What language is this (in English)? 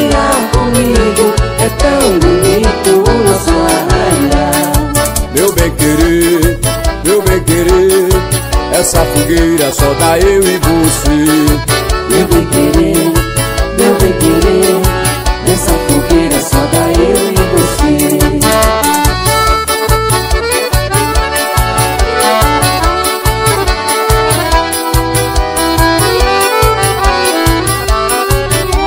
Portuguese